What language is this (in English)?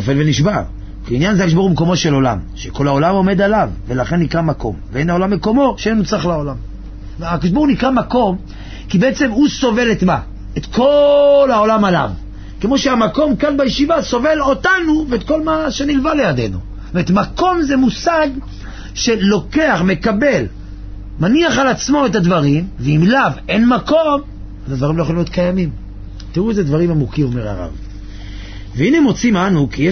Hebrew